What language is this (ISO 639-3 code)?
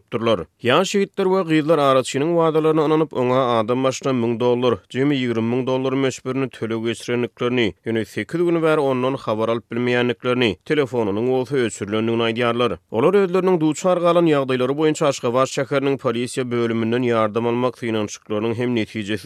tuk